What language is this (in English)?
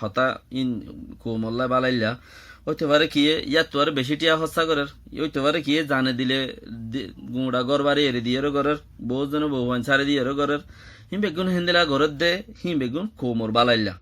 Rohingya